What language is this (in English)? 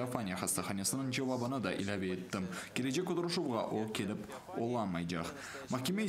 Crimean Tatar